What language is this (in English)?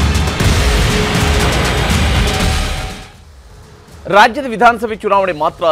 Kannada